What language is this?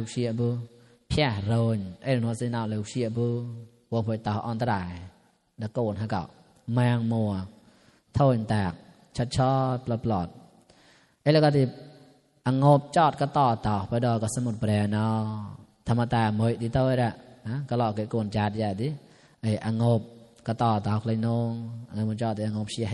Mon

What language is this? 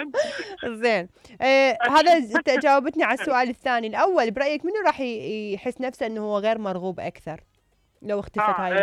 Mesopotamian Arabic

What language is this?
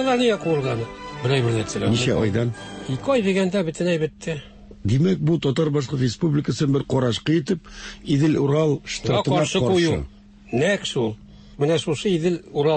Tatar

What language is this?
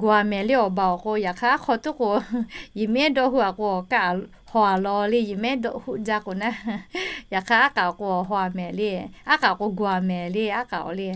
Lahu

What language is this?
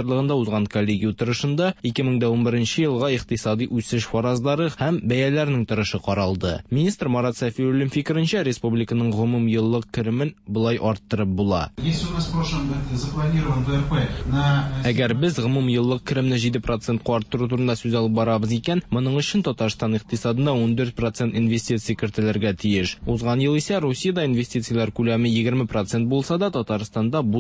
Tatar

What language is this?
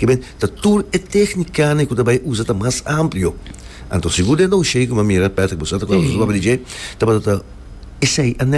Papiamento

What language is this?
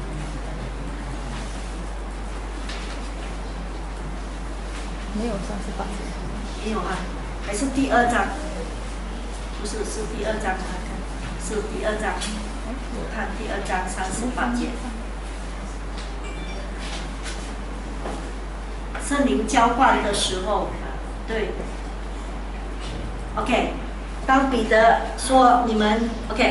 Chinese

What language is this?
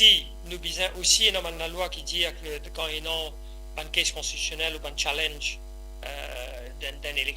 Morisyen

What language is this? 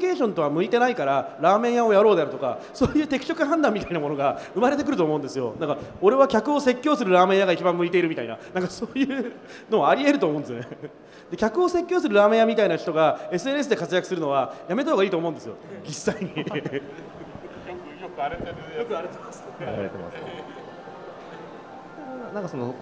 Japanese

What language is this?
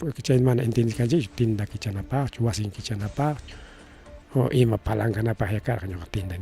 Ayacucho Quechua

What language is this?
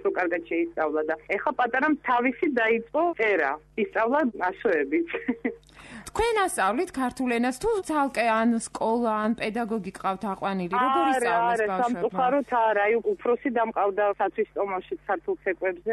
Georgian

